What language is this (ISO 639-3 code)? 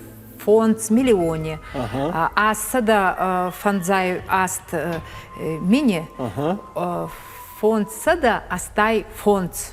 oss